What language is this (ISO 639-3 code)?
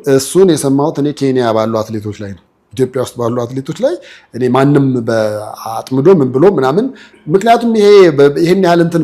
amh